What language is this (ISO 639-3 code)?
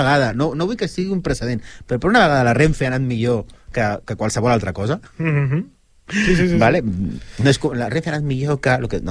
cat